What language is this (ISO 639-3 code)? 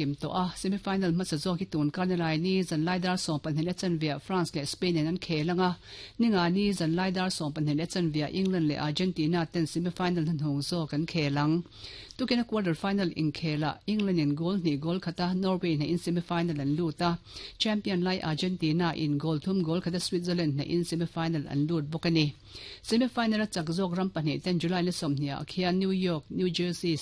lus